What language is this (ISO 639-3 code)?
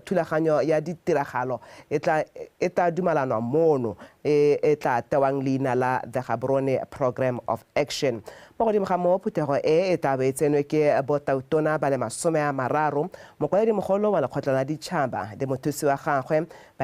tsn